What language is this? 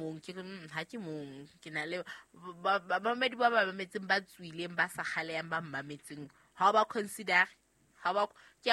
Southern Sotho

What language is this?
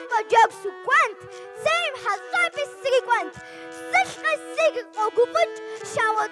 Kabardian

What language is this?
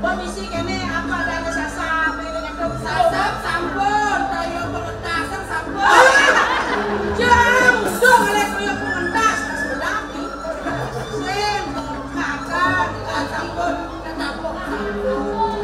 Balinese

